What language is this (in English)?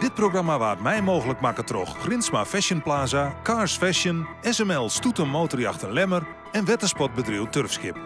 Western Frisian